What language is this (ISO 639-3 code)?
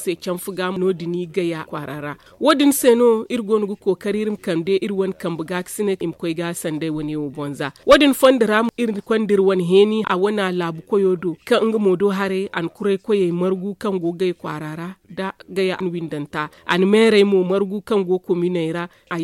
dje